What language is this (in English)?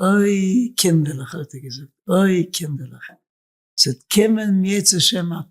Yiddish